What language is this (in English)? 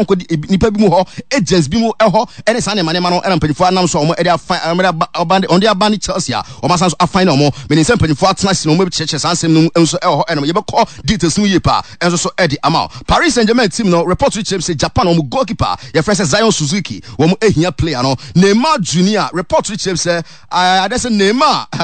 Akan